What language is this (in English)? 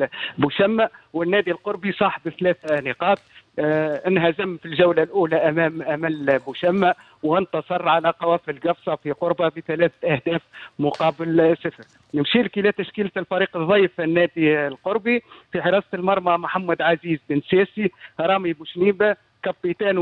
Tunisian Arabic